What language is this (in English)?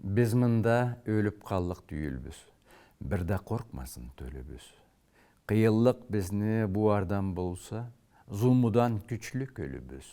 Karachay-Balkar